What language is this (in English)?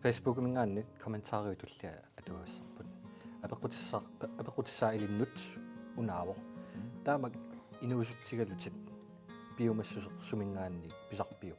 Kalaallisut